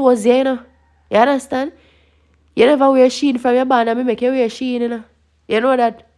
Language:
Jamaican Creole English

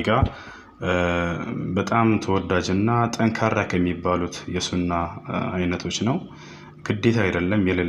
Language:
Amharic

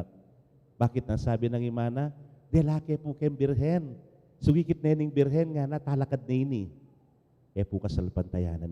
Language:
Pampanga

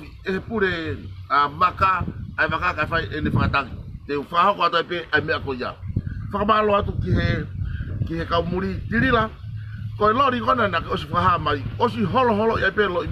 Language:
Tongan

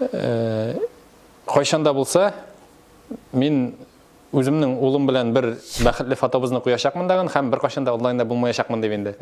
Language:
Tatar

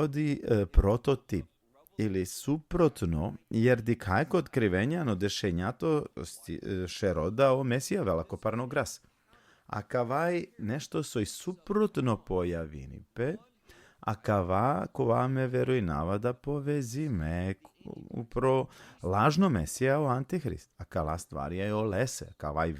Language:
Balkan Romani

